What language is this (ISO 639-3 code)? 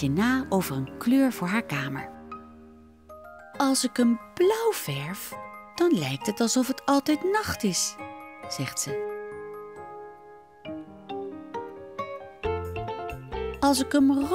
nld